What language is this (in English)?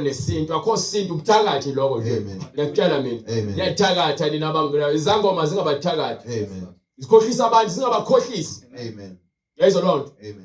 Zulu